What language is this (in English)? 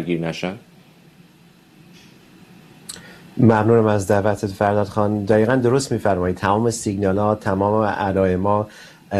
Persian